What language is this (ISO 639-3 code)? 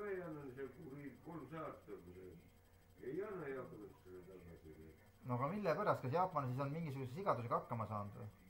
est